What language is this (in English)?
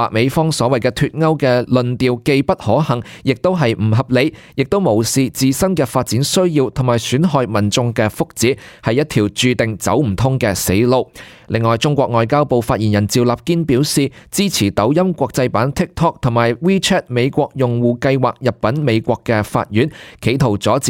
Cantonese